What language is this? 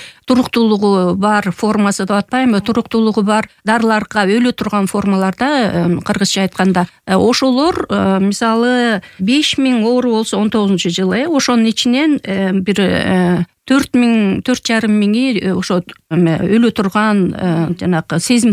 Kyrgyz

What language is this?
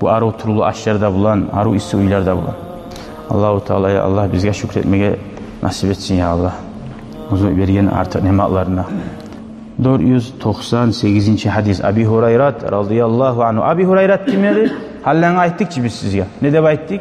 Kumyk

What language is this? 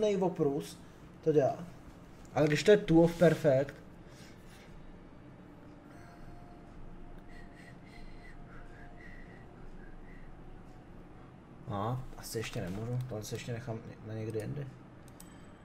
Czech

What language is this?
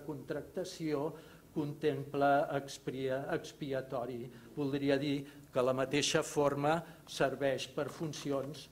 Catalan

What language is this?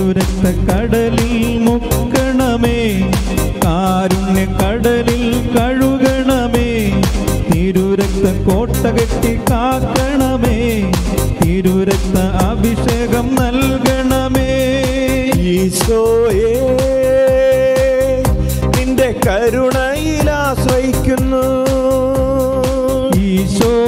Malayalam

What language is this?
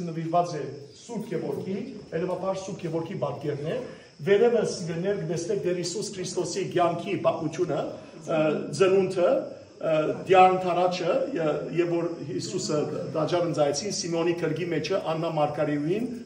Western Armenian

